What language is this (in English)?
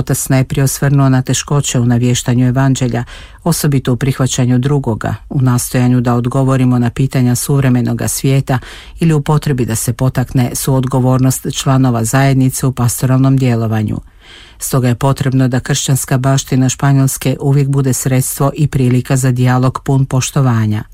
Croatian